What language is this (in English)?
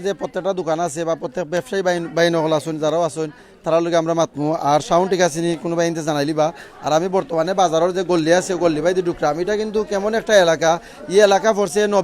Sylheti